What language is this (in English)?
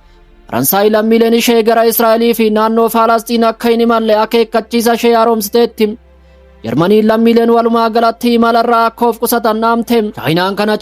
Oromo